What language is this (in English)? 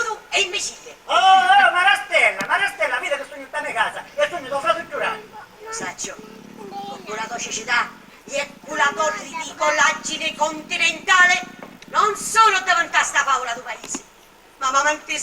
Sicilian